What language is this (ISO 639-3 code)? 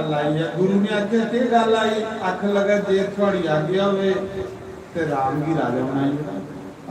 doi